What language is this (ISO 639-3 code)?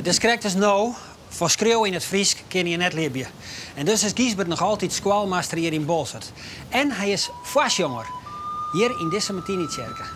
fry